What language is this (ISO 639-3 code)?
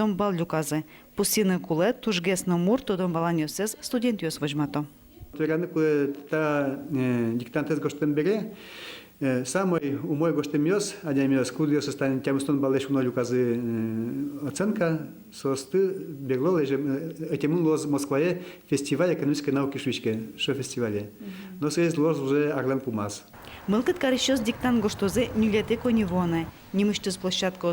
udm